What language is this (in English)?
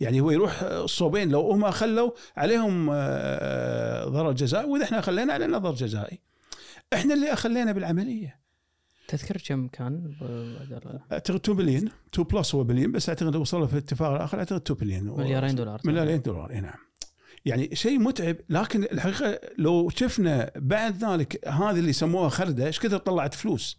Gulf Arabic